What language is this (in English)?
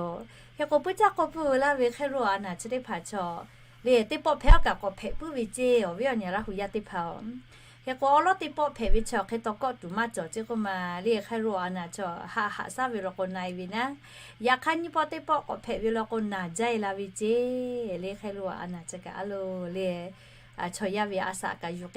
Lahu